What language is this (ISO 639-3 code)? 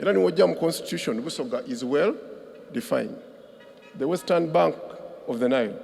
xog